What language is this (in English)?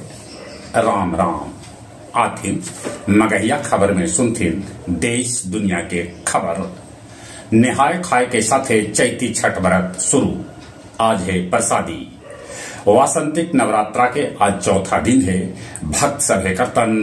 Magahi